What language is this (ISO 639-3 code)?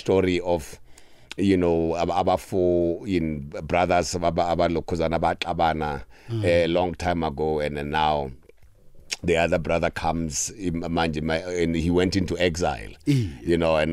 nbl